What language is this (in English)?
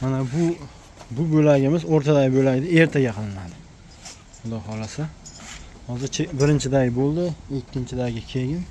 Uzbek